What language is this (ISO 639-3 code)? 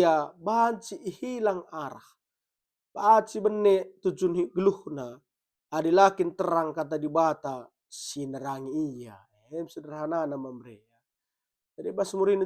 btx